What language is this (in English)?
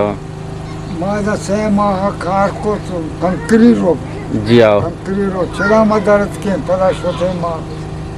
Eastern Balochi